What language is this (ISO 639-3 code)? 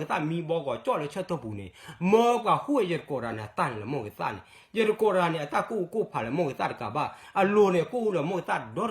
ksw